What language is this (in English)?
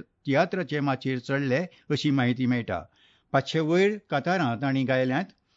Konkani